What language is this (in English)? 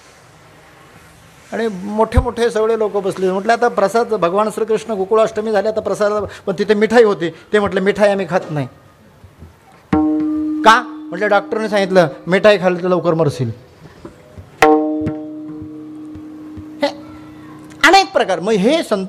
Marathi